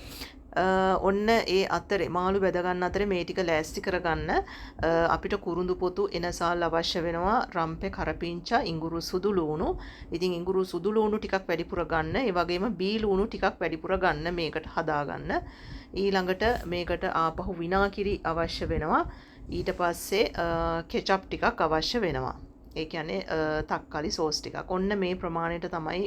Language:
Sinhala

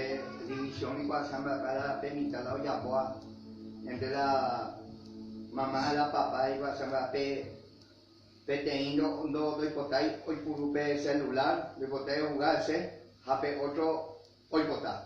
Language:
Guarani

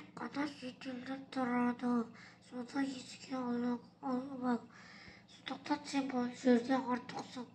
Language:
Kazakh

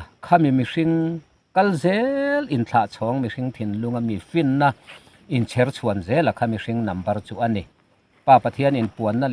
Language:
Mizo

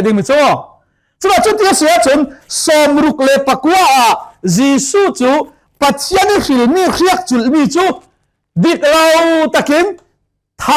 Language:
Falam Chin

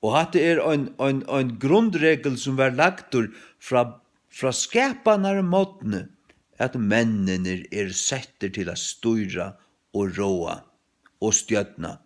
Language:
Faroese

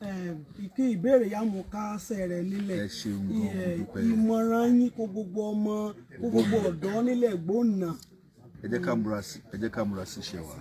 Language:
Yoruba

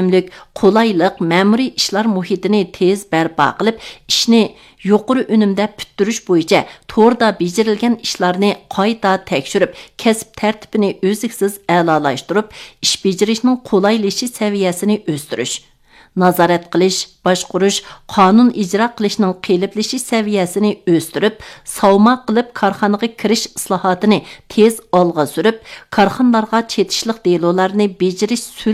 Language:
Uyghur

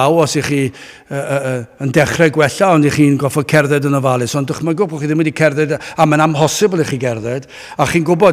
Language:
Welsh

